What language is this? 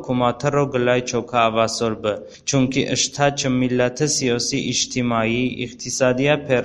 Talysh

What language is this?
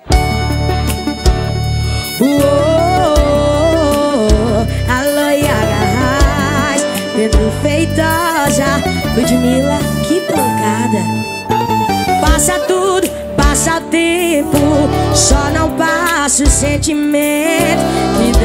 Portuguese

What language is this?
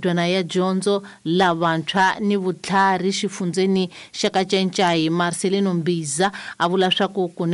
Tsonga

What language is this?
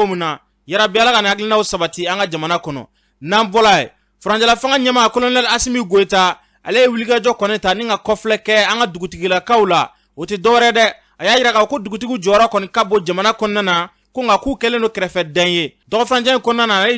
Bambara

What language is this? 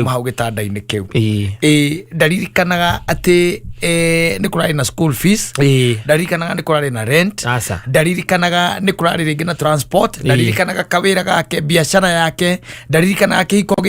Kikuyu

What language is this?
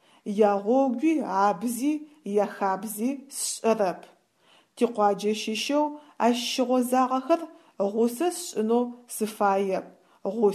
Adyghe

